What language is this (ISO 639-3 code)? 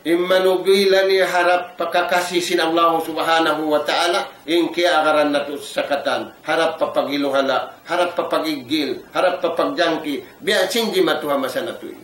tsg